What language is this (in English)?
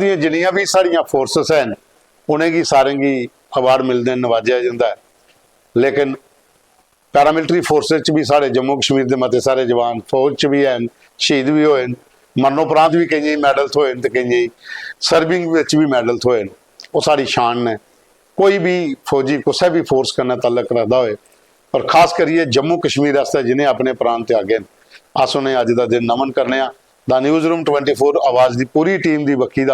Dogri